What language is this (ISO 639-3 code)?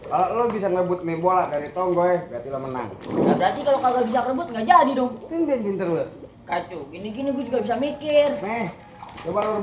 bew